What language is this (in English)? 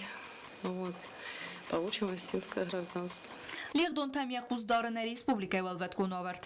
Ossetic